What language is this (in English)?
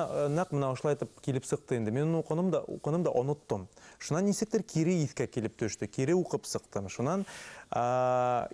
Bashkir